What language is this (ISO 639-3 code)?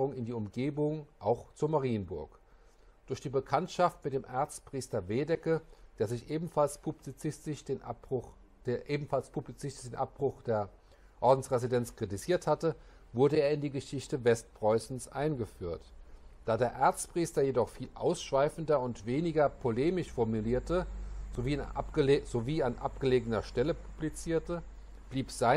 deu